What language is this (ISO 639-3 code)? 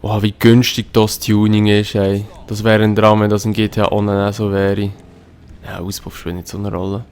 gsw